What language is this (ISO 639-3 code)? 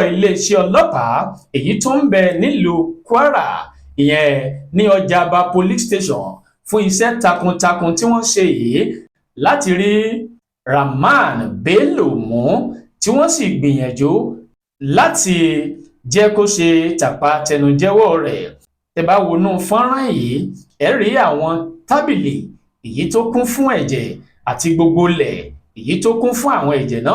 yor